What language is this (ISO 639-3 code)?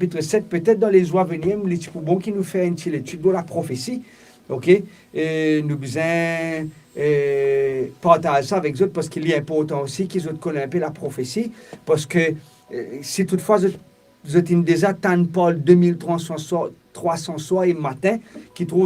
mfe